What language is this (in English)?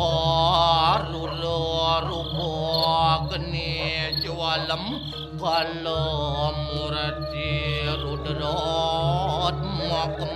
Balinese